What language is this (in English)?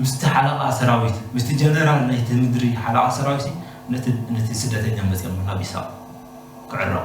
Tigrinya